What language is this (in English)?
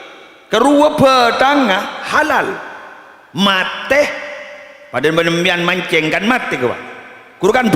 Madurese